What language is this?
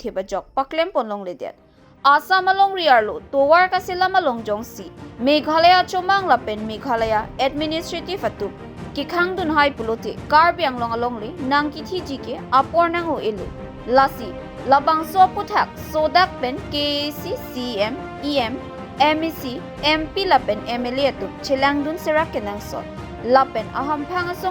Karbi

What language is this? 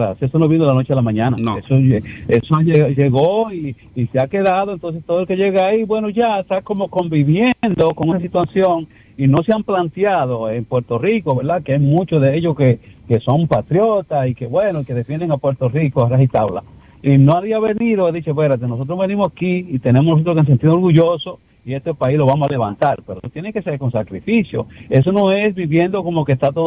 Spanish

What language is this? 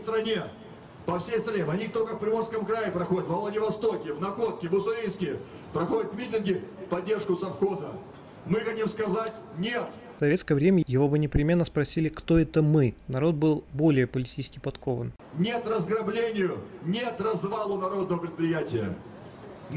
Russian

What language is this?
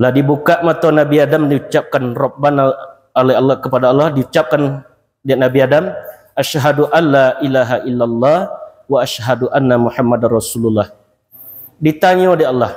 Minangkabau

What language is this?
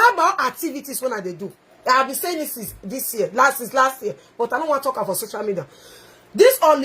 Nigerian Pidgin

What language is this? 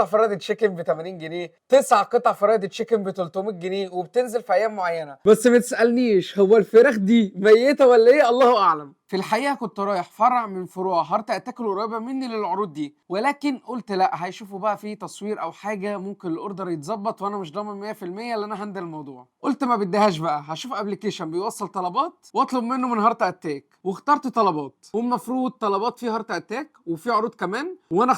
Egyptian Arabic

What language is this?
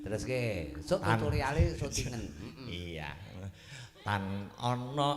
Javanese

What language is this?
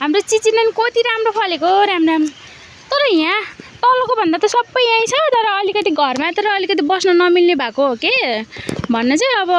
Nepali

